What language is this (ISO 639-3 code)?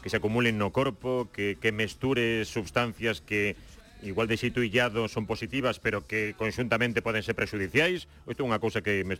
glg